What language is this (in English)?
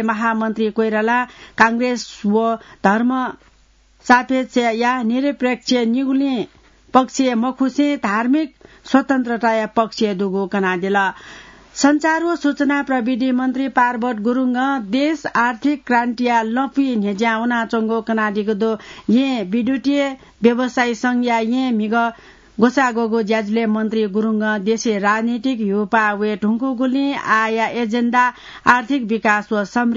Newari